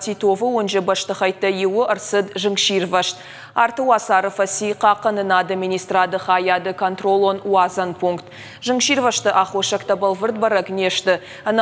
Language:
Ossetic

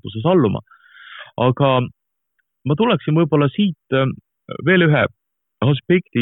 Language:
Estonian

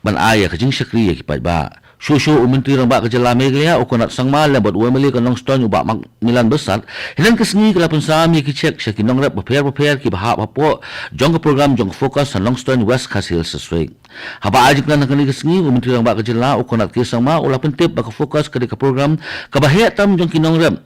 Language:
Khasi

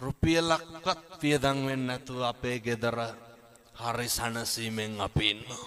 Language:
Sinhala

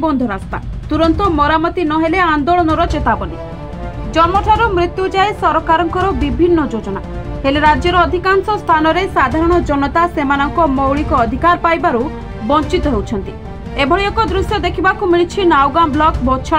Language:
Odia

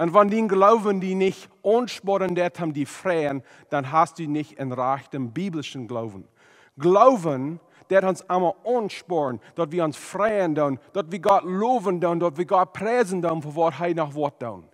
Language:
Plautdietsch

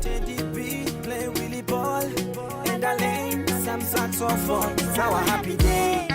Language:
Gusii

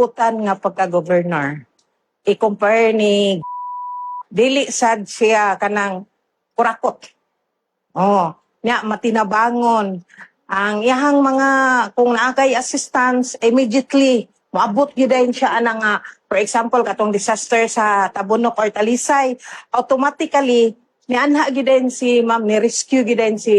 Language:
Cebuano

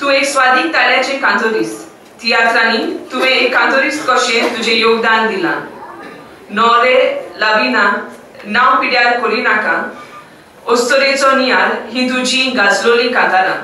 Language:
Konkani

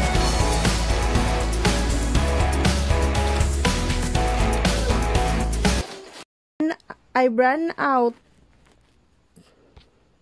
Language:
Filipino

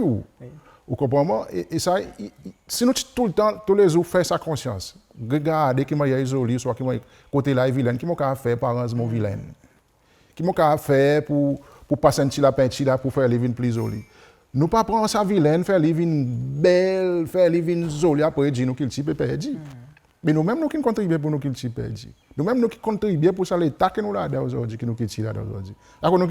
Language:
Seselwa Creole French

